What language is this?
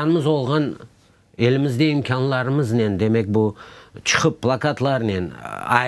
Crimean Tatar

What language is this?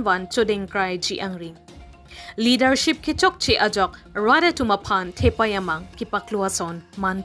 Karbi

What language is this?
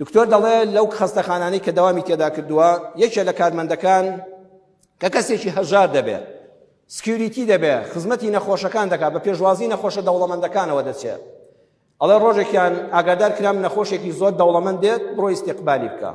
Central Kurdish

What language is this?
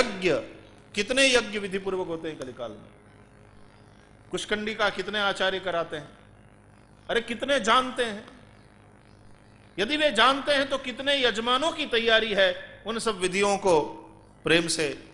Hindi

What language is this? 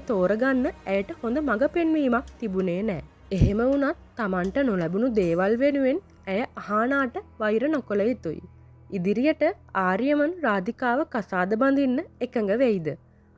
Sinhala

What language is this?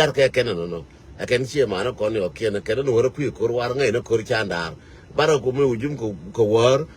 Nuer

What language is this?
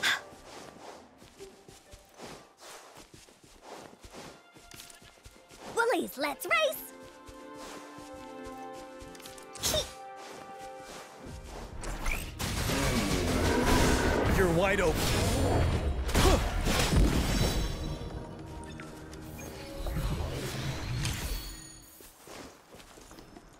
English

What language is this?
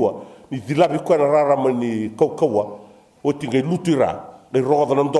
Fijian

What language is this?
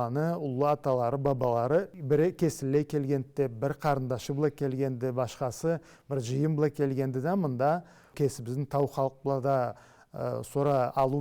Karachay-Balkar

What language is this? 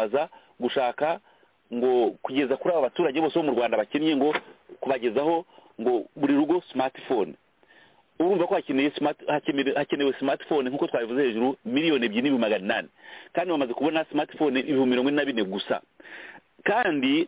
Kinyarwanda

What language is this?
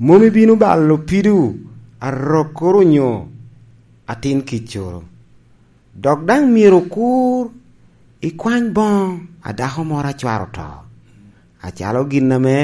Lango (Uganda)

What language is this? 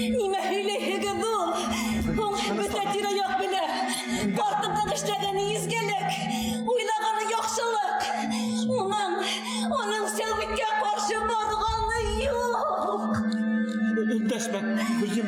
Bashkir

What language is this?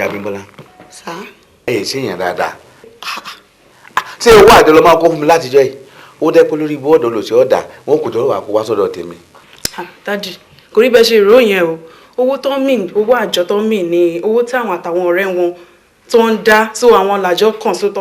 Yoruba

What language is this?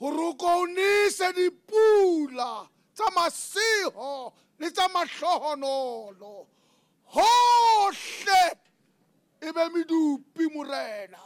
Southern Sotho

